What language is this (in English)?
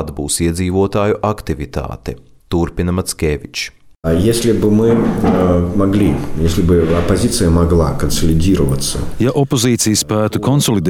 Latvian